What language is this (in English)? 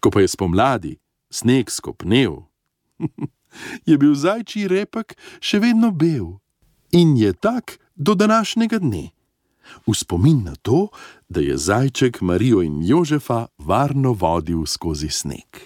Slovenian